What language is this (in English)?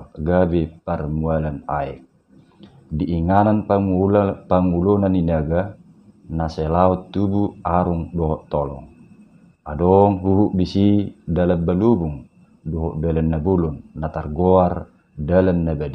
Batak Toba